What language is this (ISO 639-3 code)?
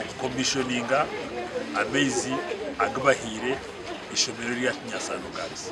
nyn